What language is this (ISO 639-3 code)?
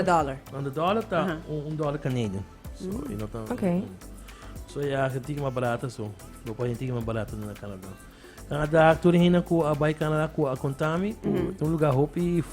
pap